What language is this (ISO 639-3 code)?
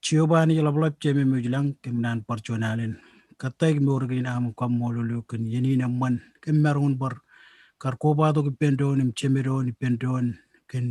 mah